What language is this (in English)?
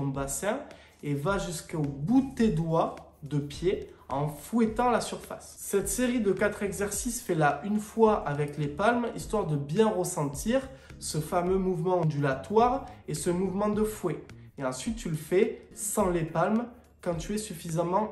French